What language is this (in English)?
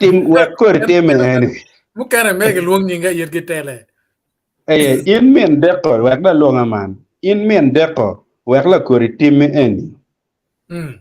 Acoli